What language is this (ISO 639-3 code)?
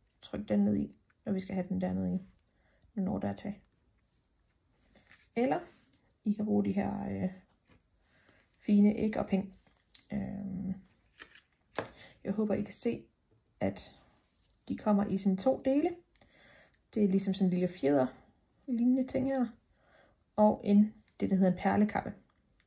dan